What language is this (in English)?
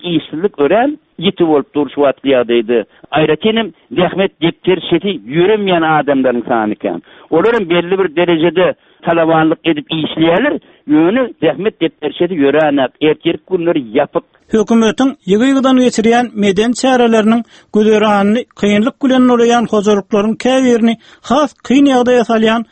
Turkmen